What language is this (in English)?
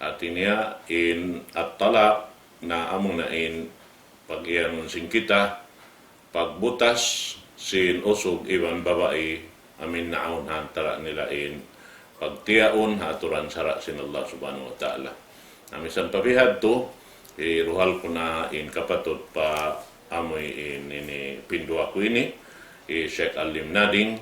Tausug